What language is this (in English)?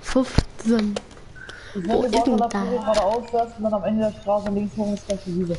Bavarian